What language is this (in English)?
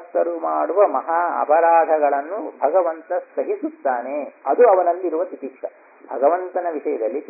Kannada